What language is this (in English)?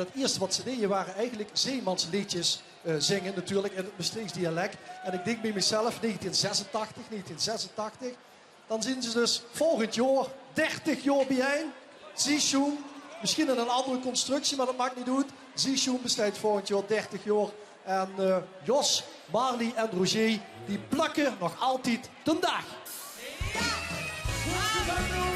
Limburgish